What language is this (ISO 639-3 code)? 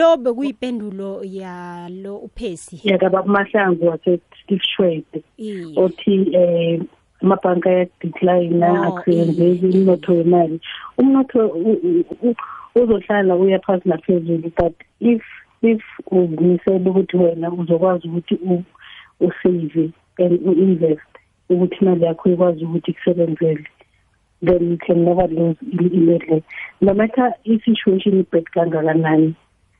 nbl